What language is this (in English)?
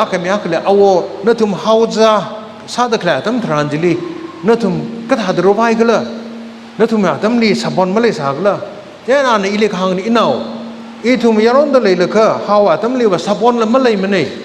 Tangkhul Naga (India)